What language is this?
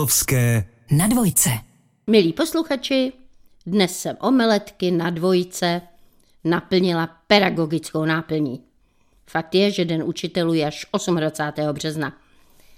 Czech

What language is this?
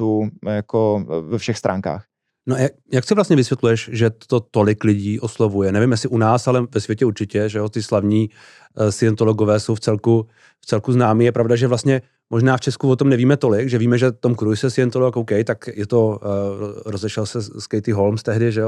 Czech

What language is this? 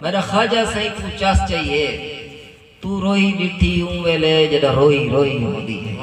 Saraiki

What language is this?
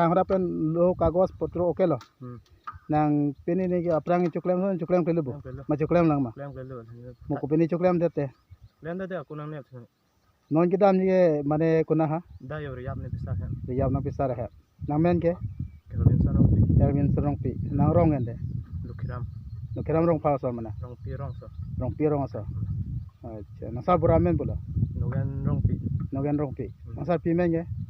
Karbi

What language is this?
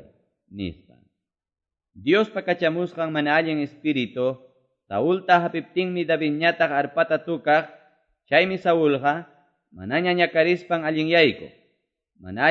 Quechua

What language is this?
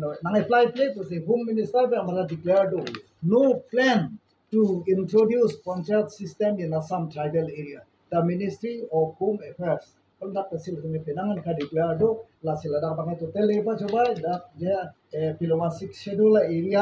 Karbi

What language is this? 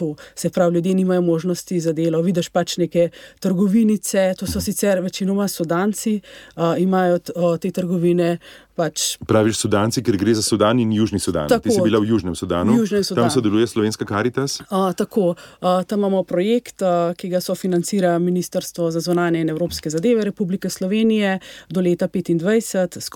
Slovenian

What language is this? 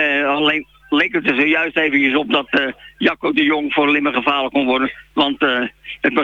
Dutch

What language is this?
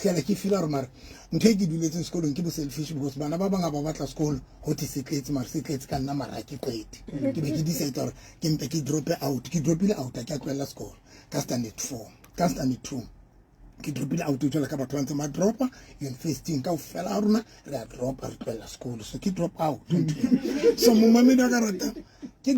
Southern Sotho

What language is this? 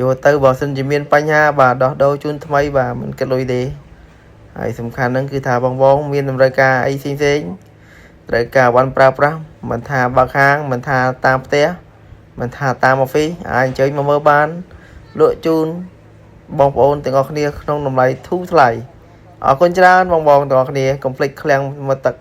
Khmer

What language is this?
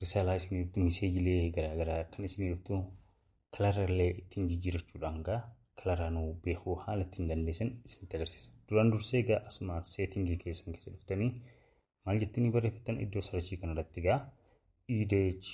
Oromo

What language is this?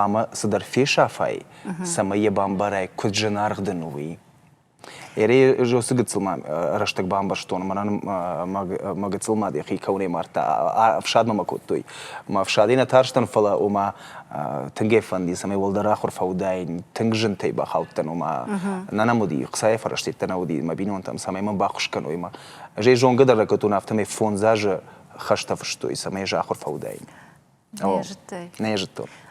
Ossetic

